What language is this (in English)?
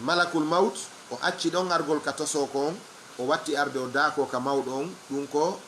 Fula